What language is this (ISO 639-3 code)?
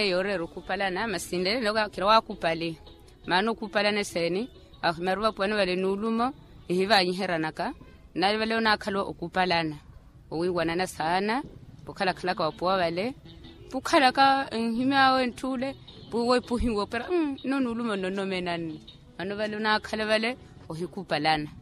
vmw